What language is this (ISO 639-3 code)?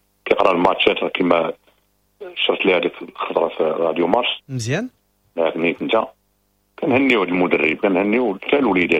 ary